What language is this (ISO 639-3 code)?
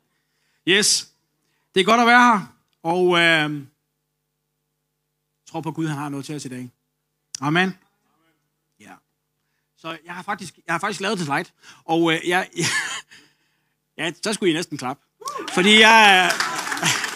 dan